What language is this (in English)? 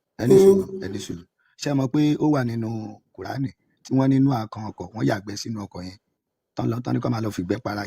Yoruba